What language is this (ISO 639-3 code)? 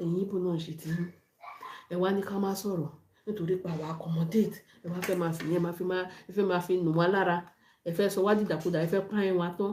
yor